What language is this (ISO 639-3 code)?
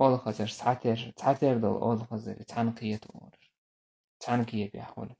che